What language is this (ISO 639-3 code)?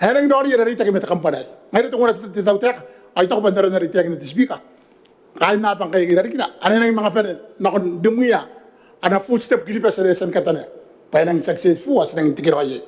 gil